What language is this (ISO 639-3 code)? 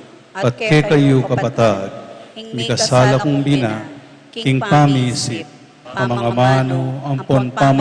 pam